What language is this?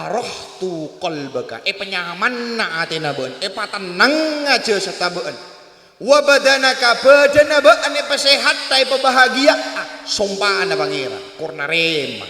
Madurese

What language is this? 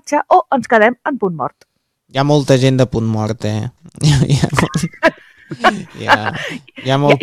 Catalan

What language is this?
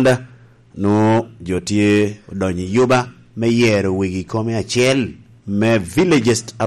Lango (Uganda)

